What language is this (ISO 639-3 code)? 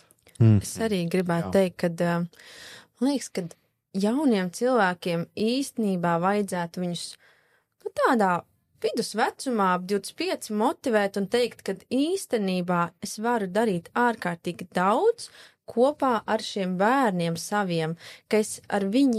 lav